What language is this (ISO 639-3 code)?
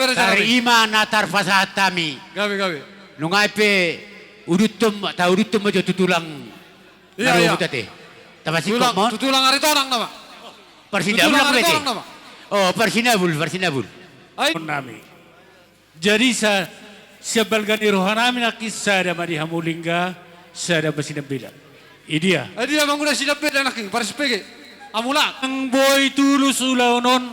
bbc